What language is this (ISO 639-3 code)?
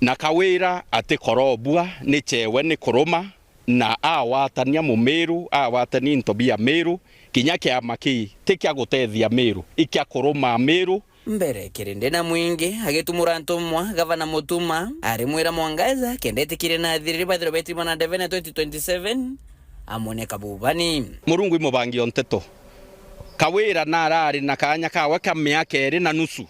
mer